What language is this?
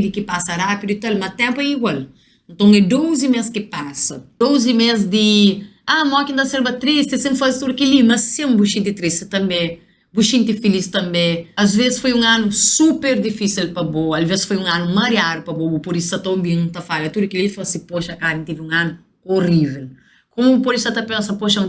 Kabuverdianu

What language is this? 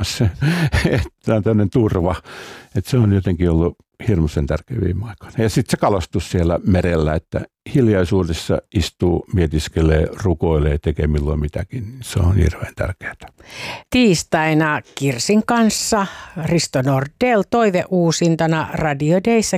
Finnish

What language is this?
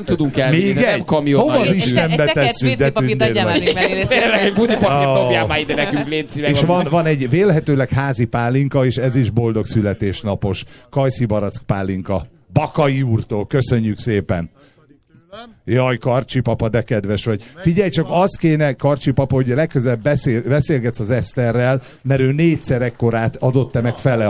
Hungarian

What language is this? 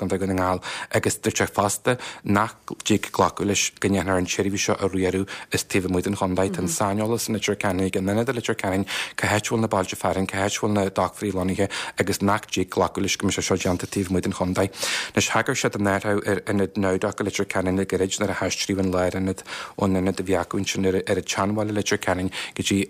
Irish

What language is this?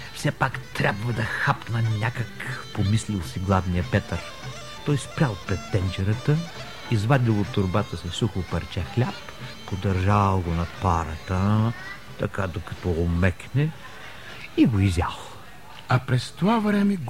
Bulgarian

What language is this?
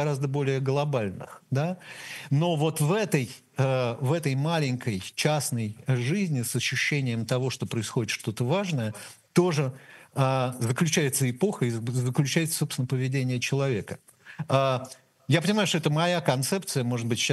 Russian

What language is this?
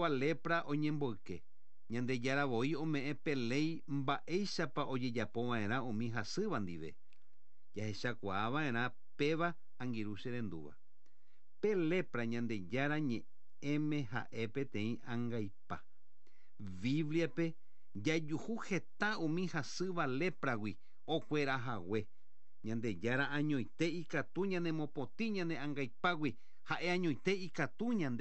Guarani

